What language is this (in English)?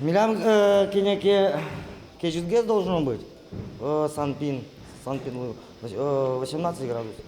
Udmurt